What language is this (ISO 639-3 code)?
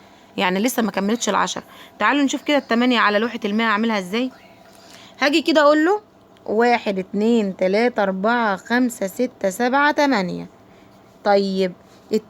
arz